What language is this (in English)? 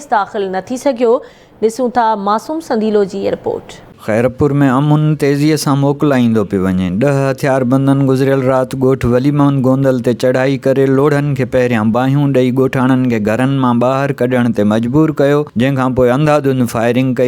Sindhi